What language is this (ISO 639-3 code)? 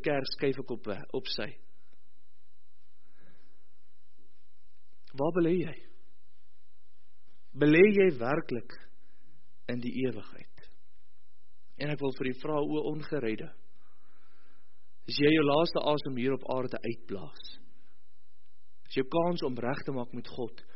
afr